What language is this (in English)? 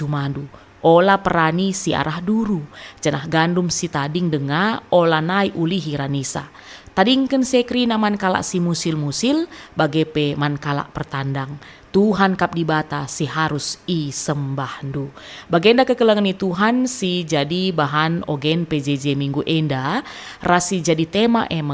Batak Karo